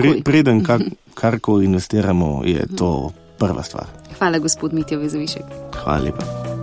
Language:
Slovenian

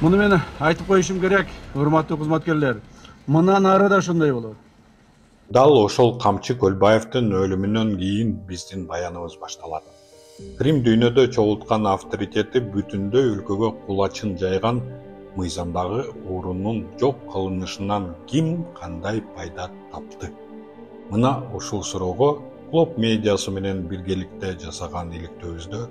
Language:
Kyrgyz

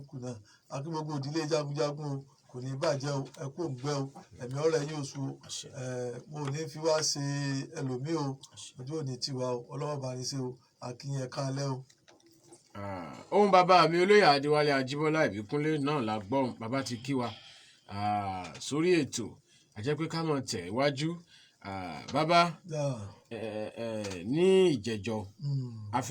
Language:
Yoruba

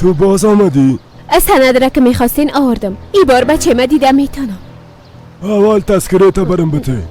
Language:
Persian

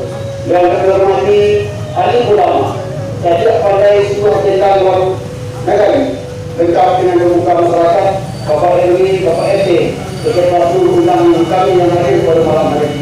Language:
Minangkabau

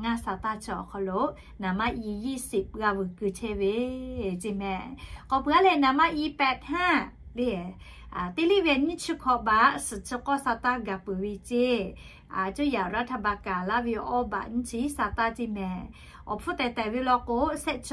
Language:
Lahu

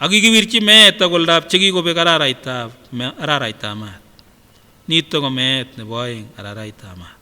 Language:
Kipsigis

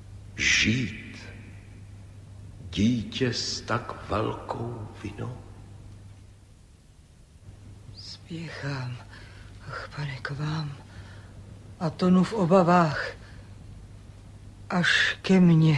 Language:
Czech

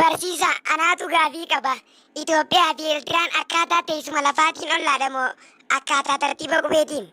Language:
Oromo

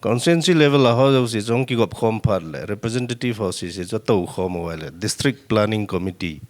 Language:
Paite Chin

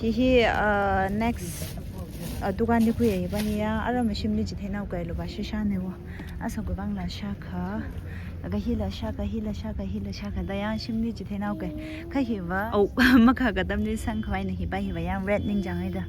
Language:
Tangkhul Naga (India)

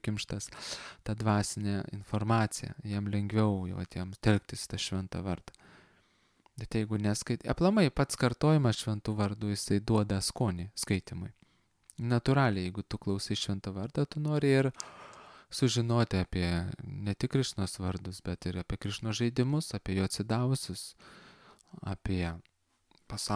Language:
Lithuanian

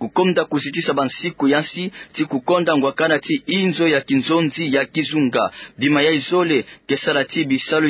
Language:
Kituba (Democratic Republic of Congo)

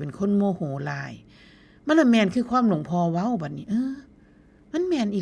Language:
Northeastern Thai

